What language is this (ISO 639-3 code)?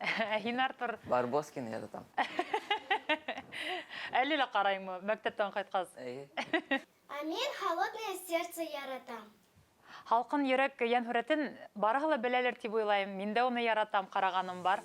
bak